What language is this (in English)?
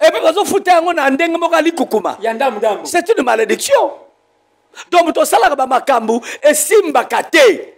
Lingala